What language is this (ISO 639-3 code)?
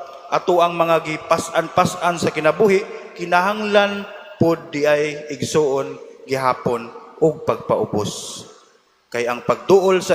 ceb